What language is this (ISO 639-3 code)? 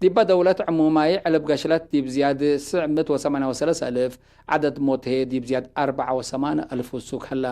tig